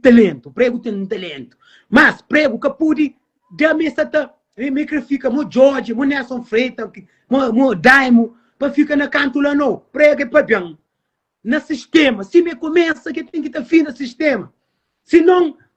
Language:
Kabuverdianu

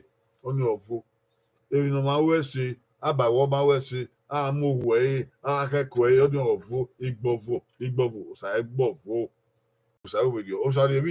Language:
Bini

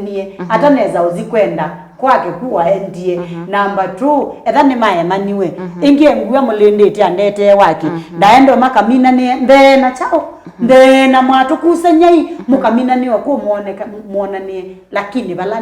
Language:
Kamba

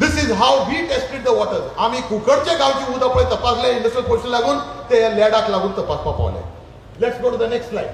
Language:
Konkani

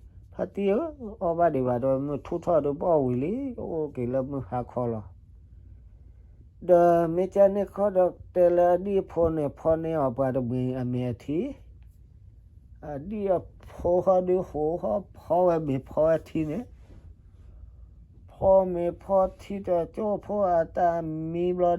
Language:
S'gaw Karen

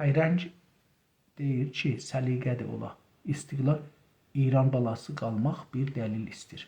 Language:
South Azerbaijani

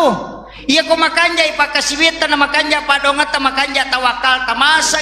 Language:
Buginese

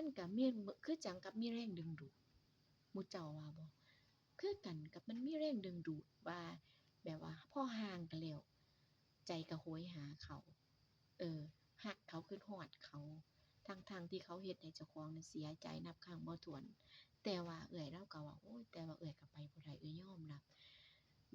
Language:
Northeastern Thai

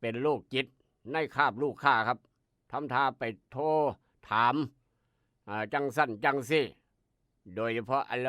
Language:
Northeastern Thai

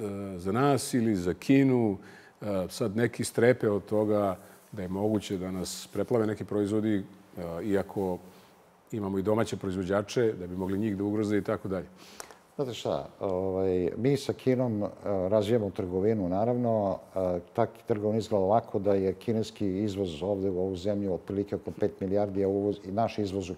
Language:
Serbian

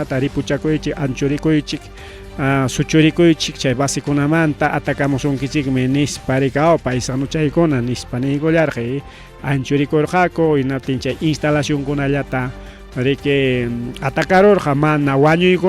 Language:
Ayacucho Quechua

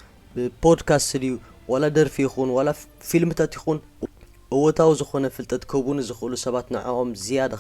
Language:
Tigrinya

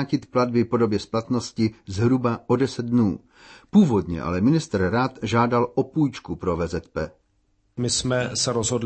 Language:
Czech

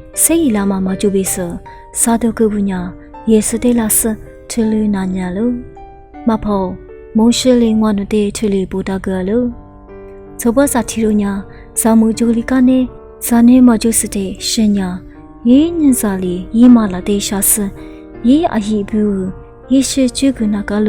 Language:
Lisu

